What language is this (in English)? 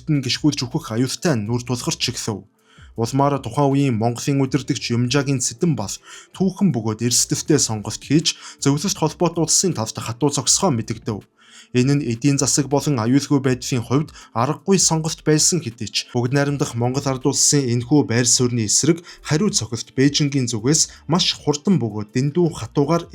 Mongolian